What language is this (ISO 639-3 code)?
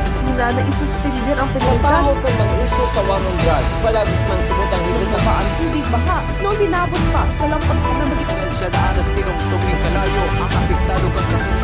bik